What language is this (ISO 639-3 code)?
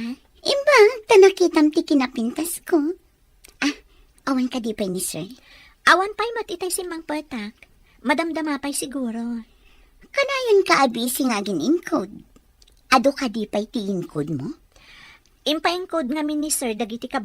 ilo